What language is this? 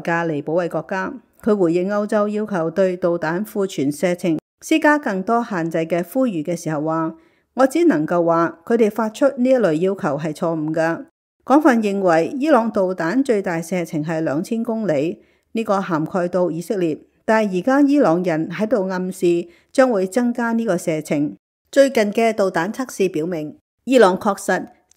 Cantonese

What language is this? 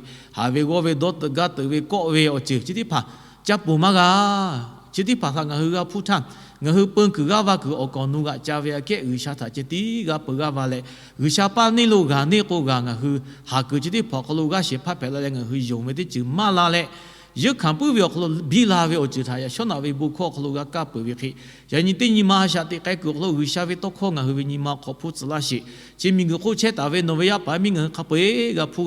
Lahu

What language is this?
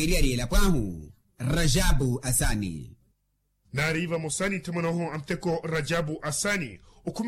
Makhuwa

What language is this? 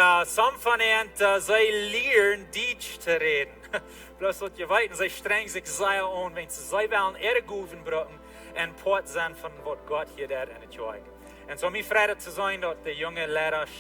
Plautdietsch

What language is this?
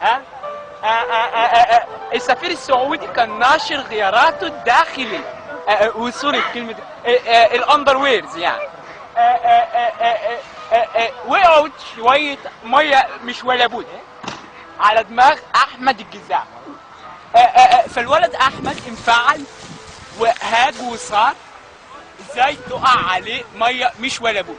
Egyptian Arabic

